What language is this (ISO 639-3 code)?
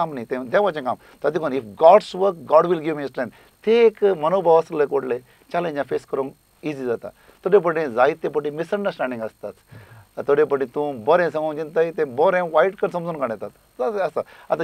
kok